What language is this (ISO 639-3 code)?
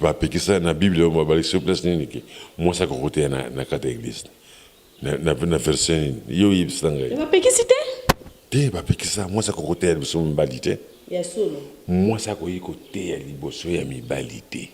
lin